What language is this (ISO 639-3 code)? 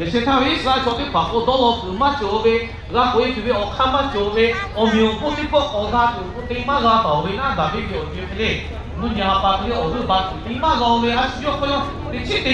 lhu